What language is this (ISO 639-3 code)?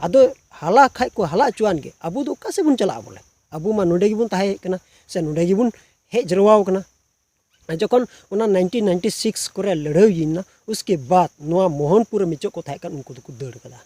sat